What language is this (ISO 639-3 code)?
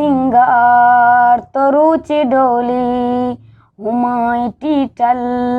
bgp